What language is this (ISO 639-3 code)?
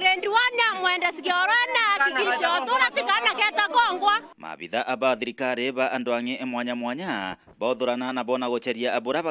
mer